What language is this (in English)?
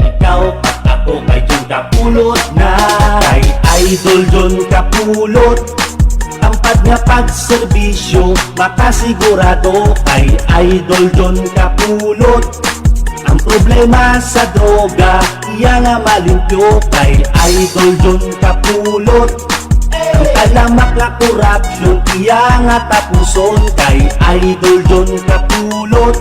Hiligaynon